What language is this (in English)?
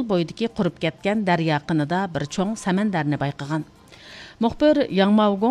Uyghur